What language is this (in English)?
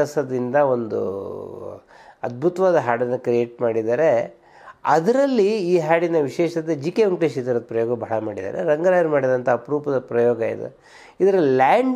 Kannada